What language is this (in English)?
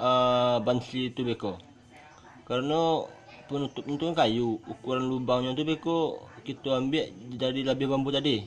Minangkabau